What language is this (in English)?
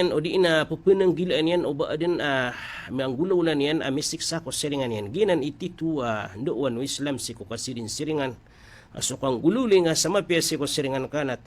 Maranao